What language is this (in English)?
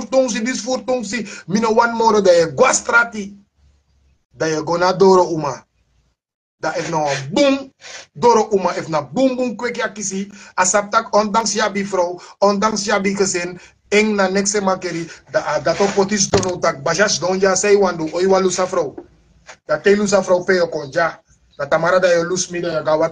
Sranan Tongo